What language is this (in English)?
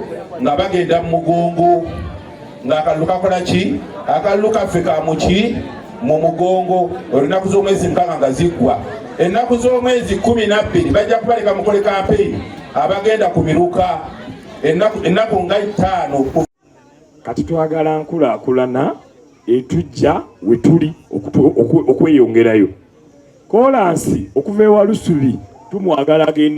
Ganda